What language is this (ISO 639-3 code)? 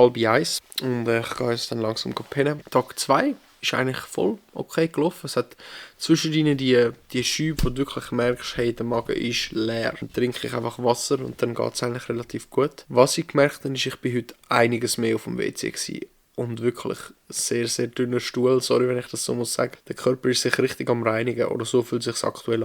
gsw